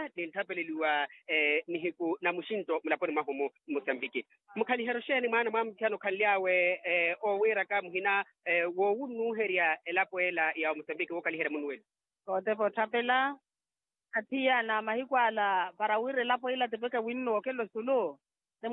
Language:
Makhuwa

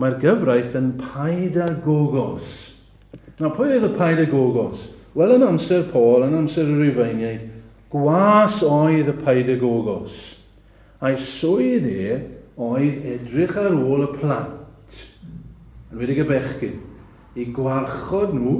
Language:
Welsh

